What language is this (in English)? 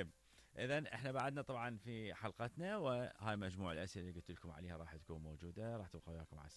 Mesopotamian Arabic